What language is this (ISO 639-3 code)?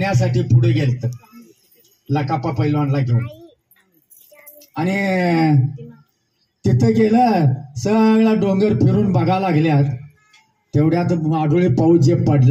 mar